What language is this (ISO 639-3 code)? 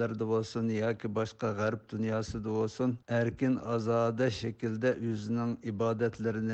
uig